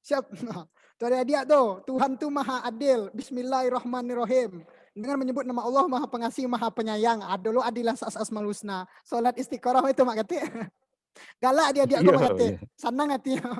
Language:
Minangkabau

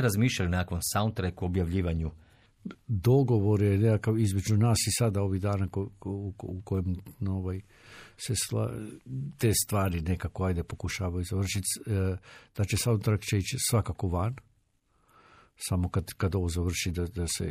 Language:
Croatian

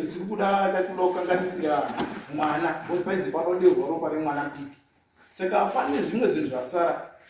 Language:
Shona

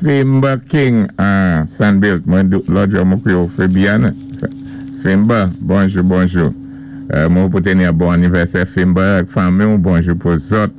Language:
Saint Lucian Creole French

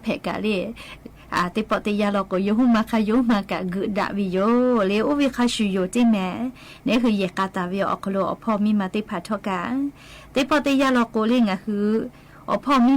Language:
Lahu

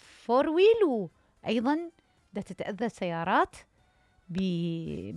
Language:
Mesopotamian Arabic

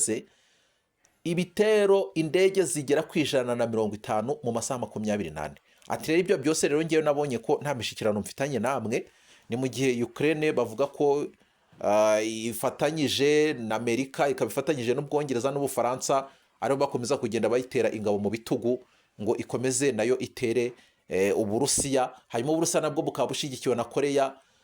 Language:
Kinyarwanda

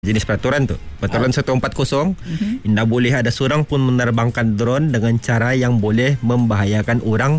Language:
Malay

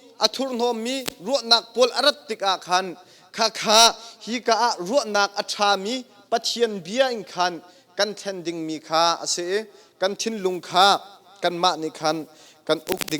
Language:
Hakha Chin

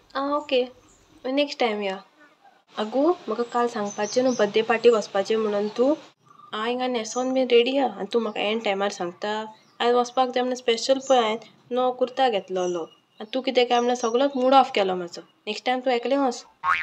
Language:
Konkani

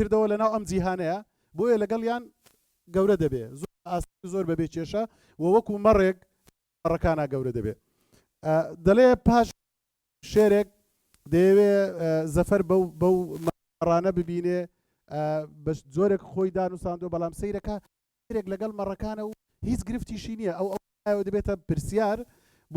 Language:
Central Kurdish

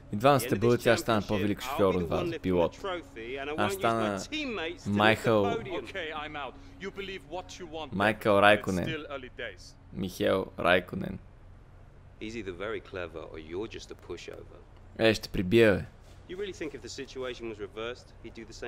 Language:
Bulgarian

